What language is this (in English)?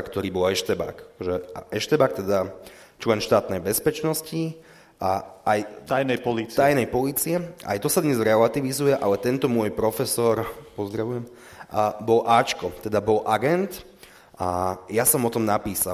Slovak